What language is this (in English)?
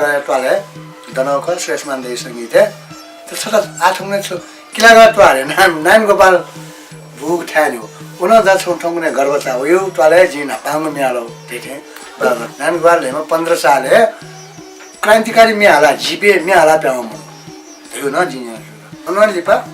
Newari